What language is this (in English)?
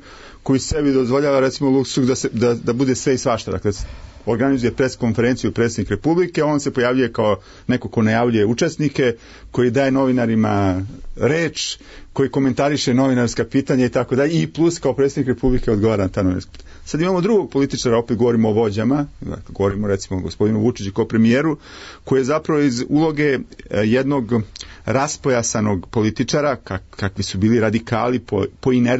Serbian